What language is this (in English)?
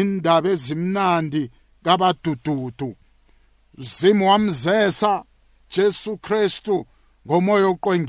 South Ndebele